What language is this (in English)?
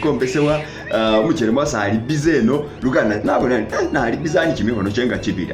Masaaba